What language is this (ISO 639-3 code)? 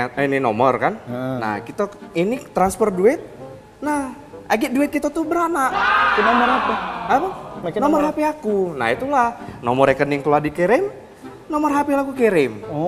mui